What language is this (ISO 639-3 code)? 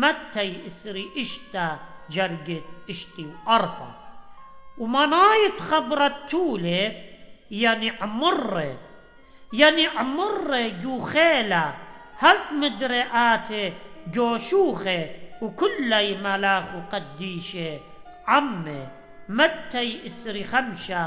aii